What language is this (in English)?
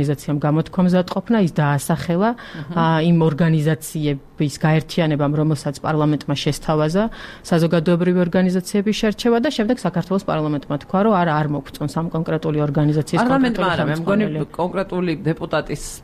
Georgian